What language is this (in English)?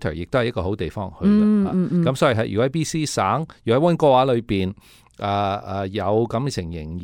Cantonese